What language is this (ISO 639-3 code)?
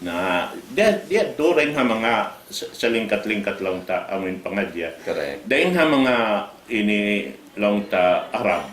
tsg